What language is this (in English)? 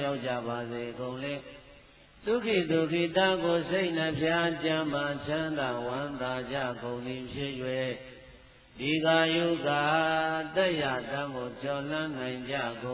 Burmese